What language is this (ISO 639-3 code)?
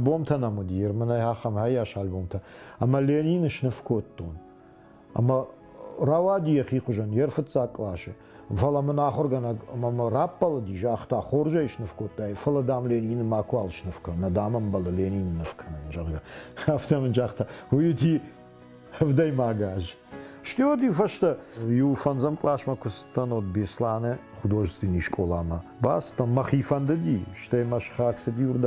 oss